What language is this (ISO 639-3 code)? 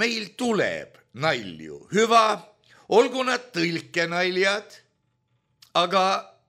est